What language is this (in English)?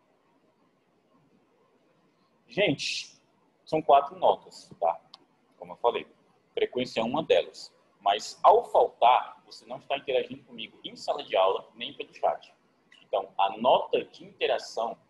Portuguese